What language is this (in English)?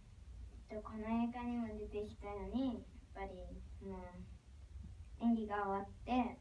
Japanese